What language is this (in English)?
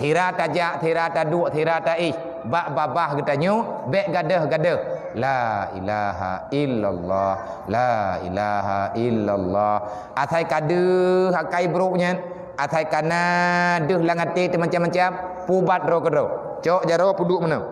Achinese